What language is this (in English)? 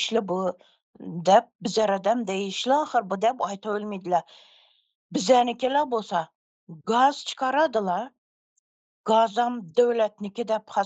Turkmen